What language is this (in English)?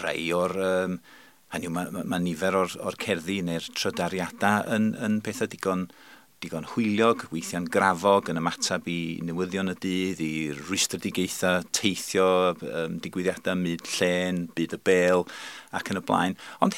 Welsh